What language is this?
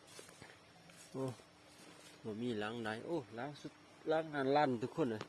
Lao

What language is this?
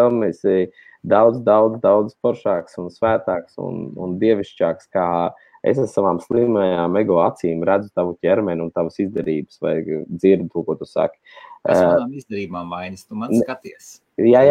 Latvian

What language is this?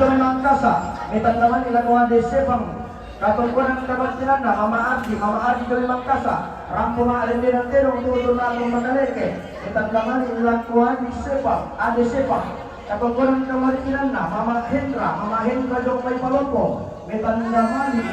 Toraja-Sa'dan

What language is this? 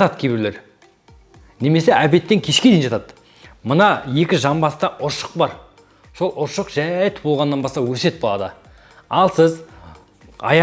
Kazakh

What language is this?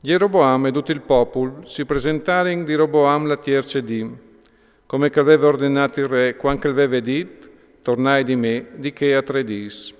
Friulian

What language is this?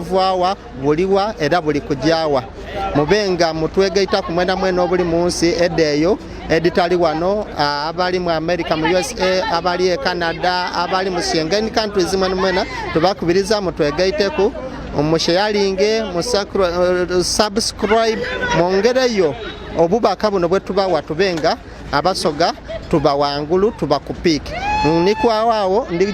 Soga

